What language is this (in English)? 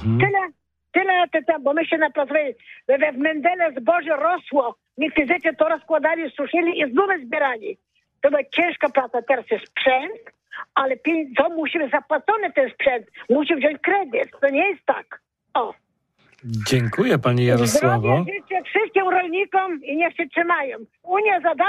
Polish